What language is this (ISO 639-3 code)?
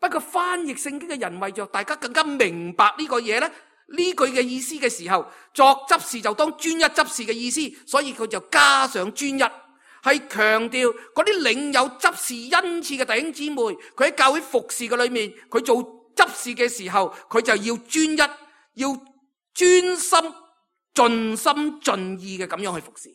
yue